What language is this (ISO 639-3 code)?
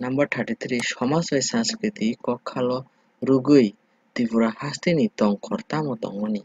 trp